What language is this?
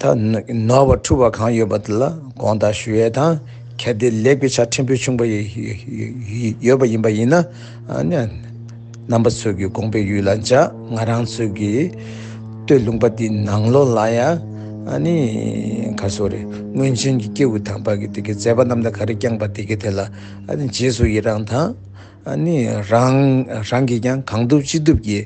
Tibetan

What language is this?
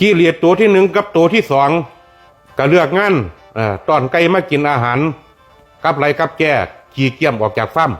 Lao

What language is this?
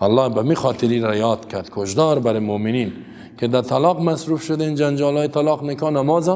Persian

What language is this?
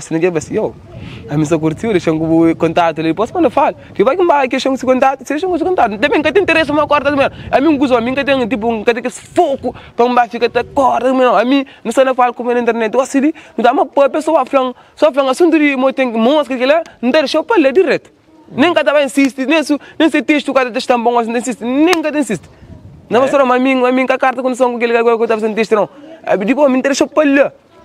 Kabuverdianu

